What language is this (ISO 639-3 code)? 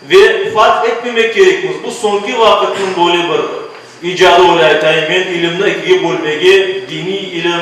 crh